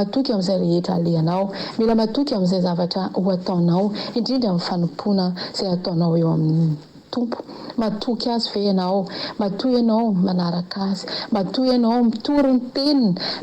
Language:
Malagasy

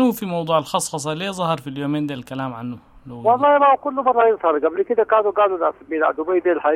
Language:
Sudanese Arabic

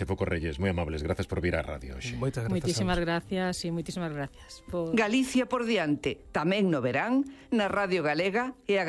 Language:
Galician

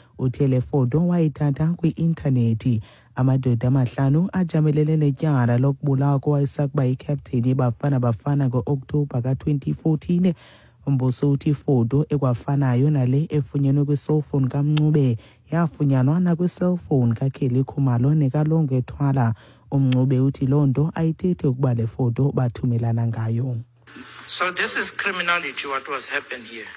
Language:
Xhosa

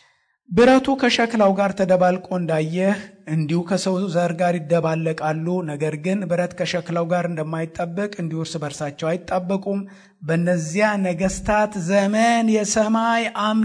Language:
Amharic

